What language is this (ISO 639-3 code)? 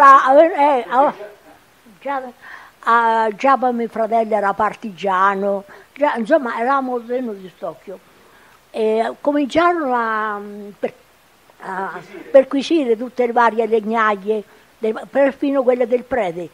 ita